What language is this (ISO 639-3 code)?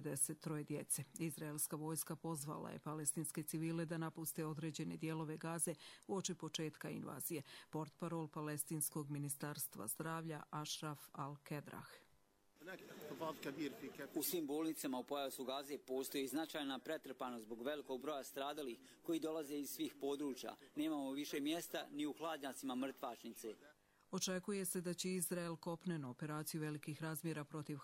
bos